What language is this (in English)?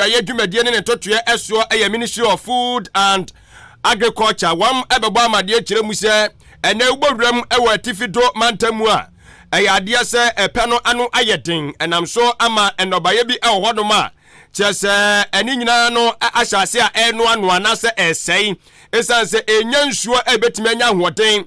Akan